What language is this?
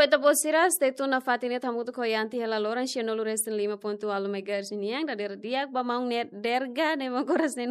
Tetum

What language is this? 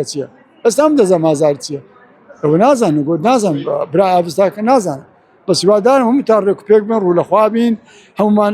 Central Kurdish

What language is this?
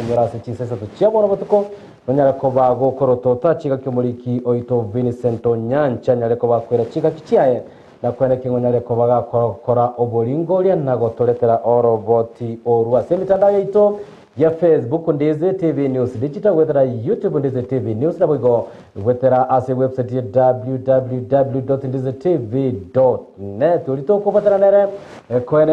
Gusii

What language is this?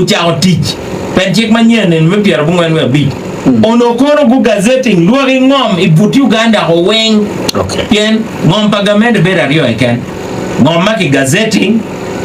Acoli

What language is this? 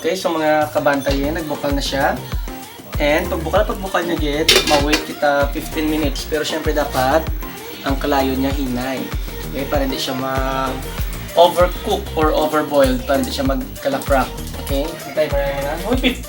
Hiligaynon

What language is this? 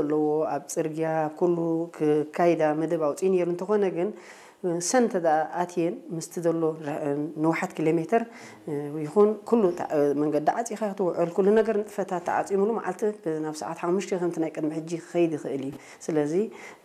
Tigrinya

